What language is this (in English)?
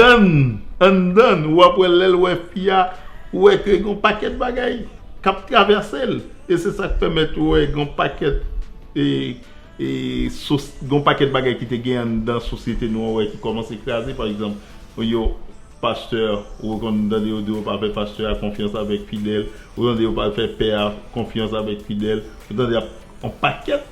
Haitian Creole